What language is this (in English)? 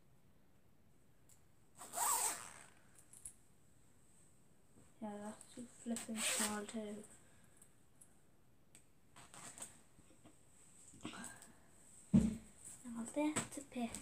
English